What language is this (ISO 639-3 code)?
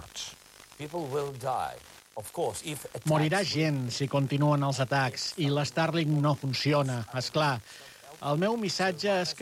cat